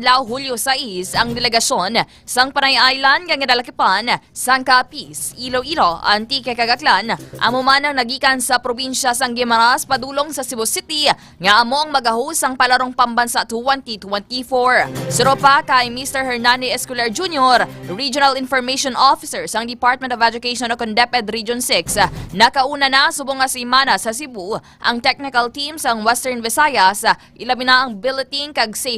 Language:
Hiligaynon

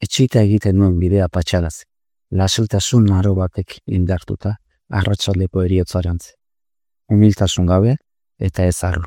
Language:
Basque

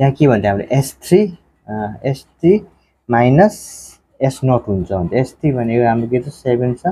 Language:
Nepali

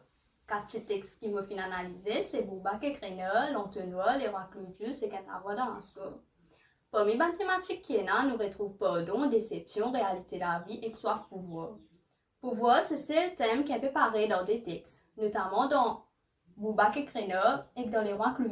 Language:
Morisyen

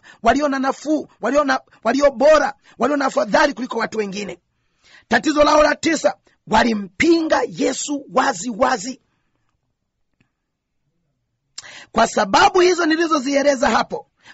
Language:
Swahili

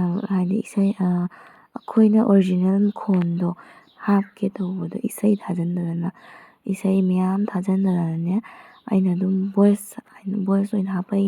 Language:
Manipuri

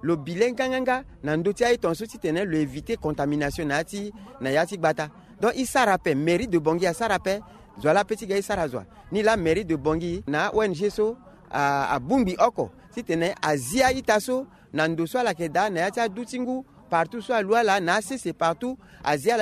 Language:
Sango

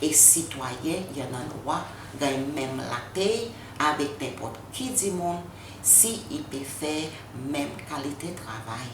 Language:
Seselwa Creole French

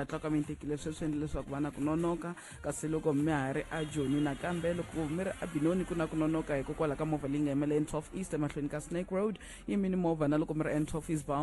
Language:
Tsonga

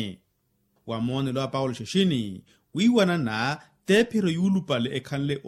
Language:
Makhuwa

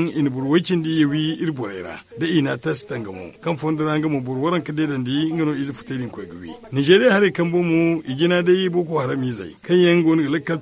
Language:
Zarma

